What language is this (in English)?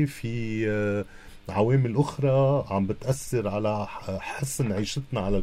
North Levantine Arabic